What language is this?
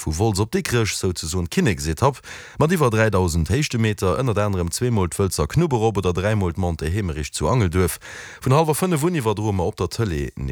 Luxembourgish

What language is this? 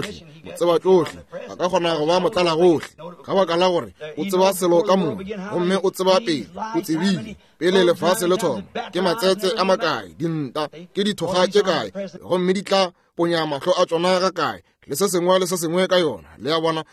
Northern Sotho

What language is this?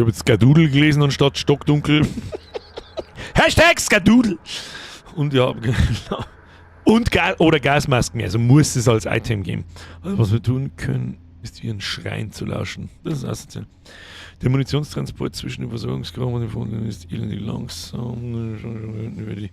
Bavarian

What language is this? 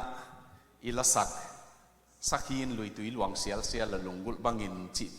Tedim Chin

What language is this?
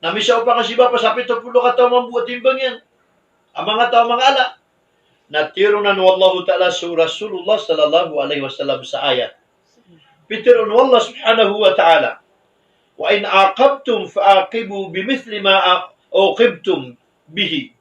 Maranao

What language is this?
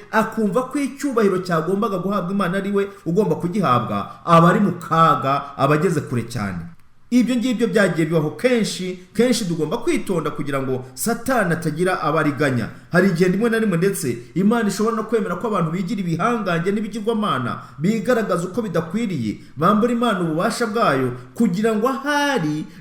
Kinyarwanda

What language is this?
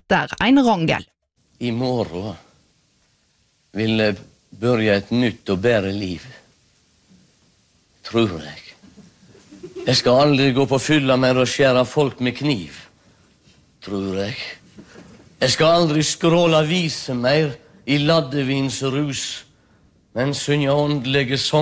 Norwegian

